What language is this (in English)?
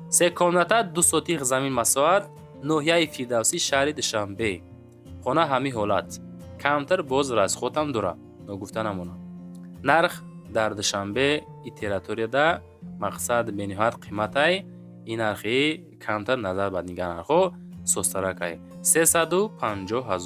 Tajik